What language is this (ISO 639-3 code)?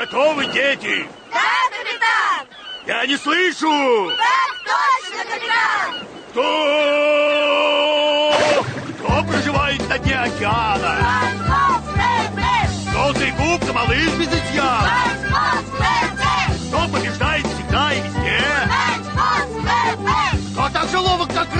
rus